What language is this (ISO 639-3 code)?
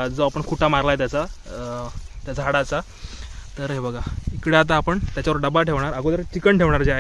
mar